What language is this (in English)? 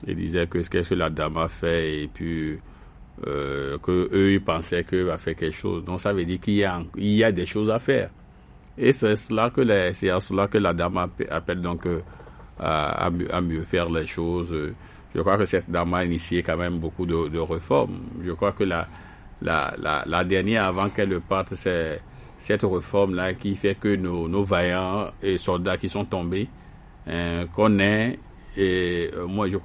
French